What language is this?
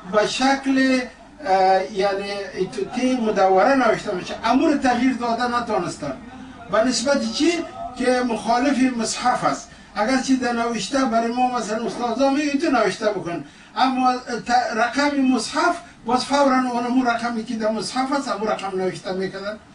Persian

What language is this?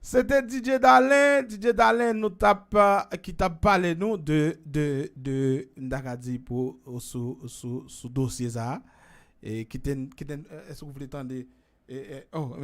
Haitian Creole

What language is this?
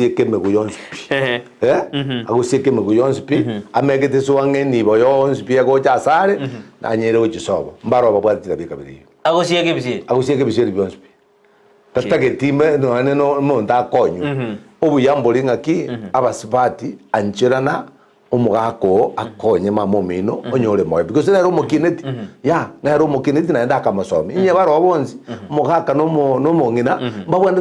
Gusii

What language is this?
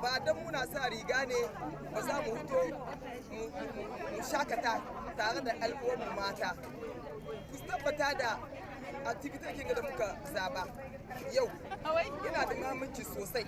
Hausa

